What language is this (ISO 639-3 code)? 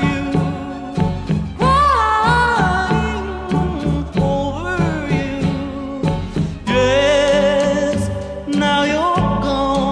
eus